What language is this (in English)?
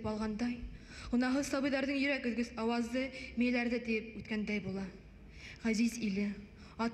Bashkir